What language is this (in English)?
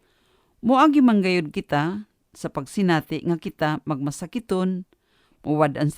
Cebuano